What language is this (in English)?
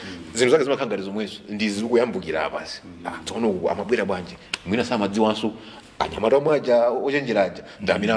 Nyanja